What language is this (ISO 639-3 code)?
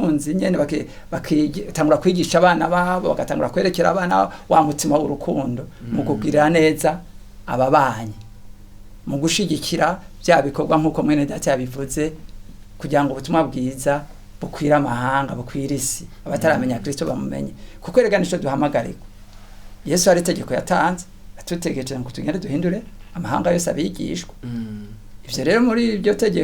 run